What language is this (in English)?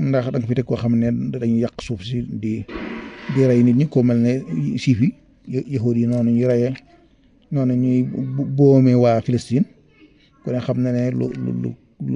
Wolof